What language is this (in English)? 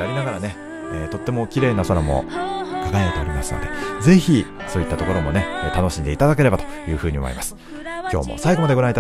Japanese